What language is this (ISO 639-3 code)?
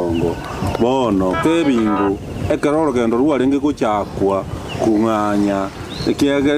guz